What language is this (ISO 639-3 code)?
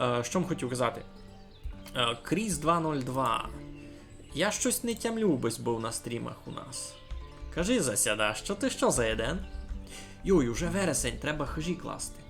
rue